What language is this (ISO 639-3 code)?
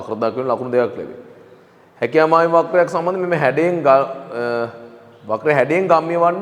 sin